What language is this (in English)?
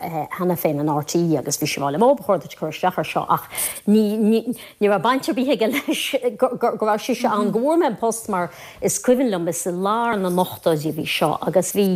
Irish